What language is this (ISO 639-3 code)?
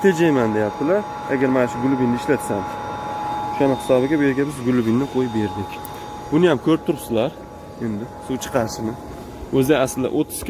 uzb